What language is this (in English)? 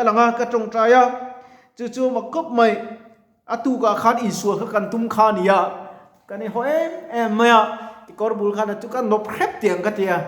Mizo